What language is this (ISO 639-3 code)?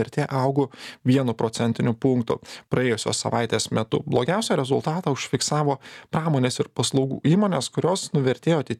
lit